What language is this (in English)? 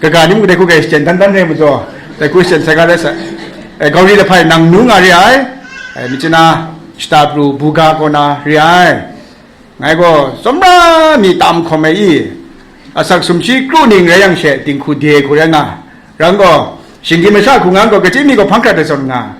Kachin